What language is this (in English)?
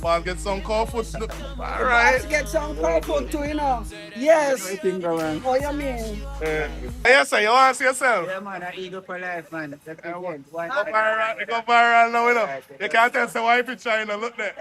Jamaican Creole English